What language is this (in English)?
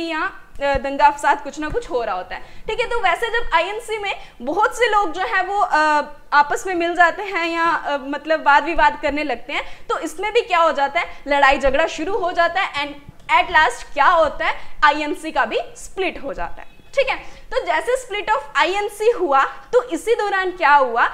Hindi